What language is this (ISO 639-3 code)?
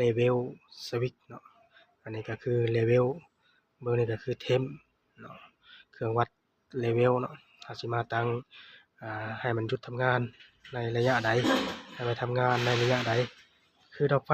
lao